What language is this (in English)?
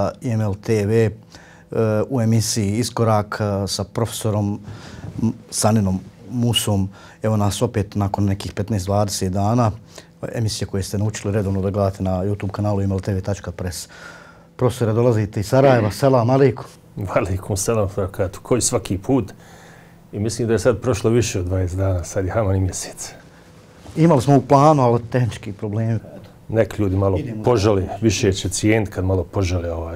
Bosnian